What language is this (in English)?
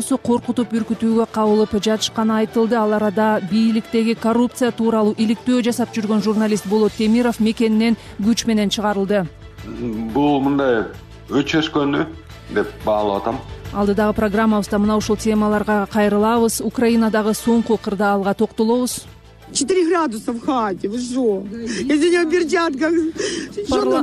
Kyrgyz